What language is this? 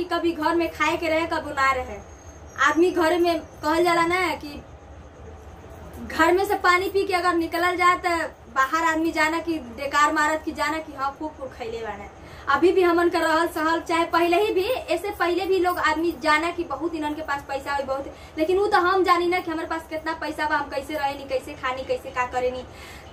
Bhojpuri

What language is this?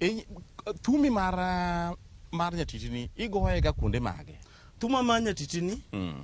Luo (Kenya and Tanzania)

